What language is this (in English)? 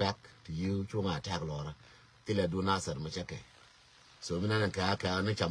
Nuer